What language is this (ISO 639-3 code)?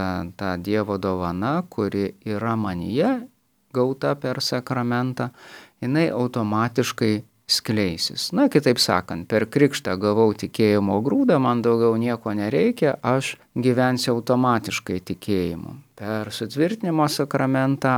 lit